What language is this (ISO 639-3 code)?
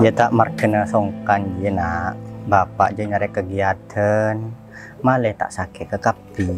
mad